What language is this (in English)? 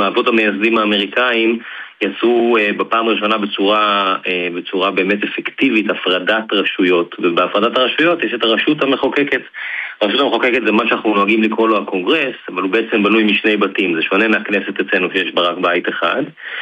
Hebrew